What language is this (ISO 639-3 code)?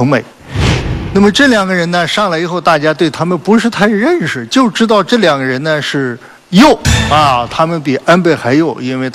zho